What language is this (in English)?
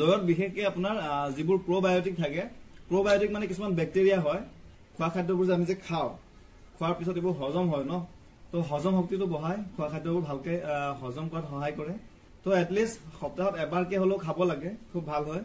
Assamese